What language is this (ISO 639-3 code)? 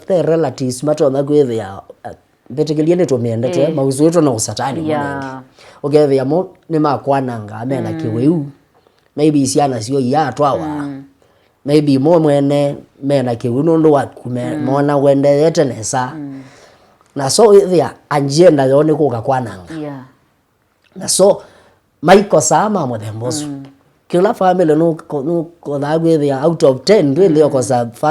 kam